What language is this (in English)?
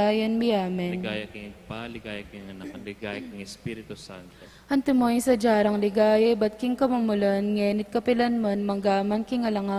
Pampanga